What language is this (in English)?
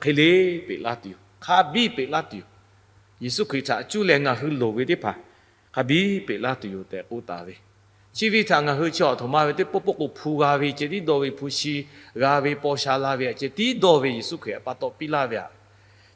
Lahu